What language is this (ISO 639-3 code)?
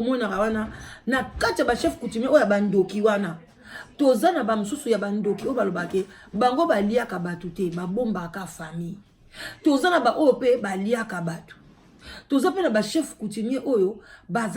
lin